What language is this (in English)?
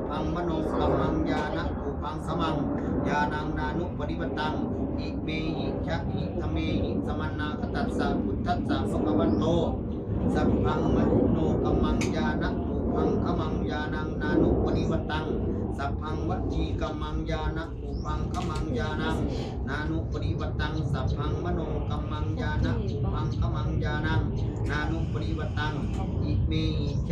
Pali